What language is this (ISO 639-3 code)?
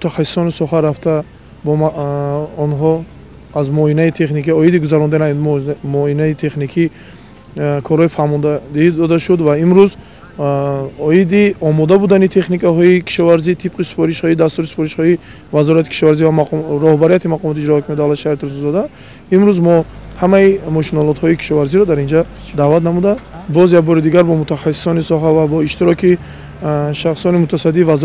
tgk